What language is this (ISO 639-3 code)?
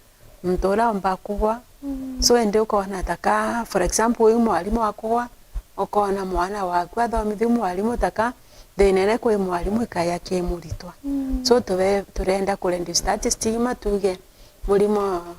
mer